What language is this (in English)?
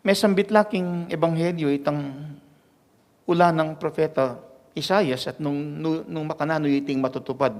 Pampanga